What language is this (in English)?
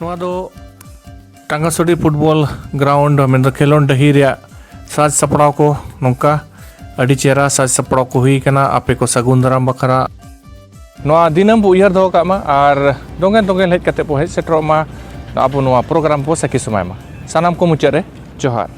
Santali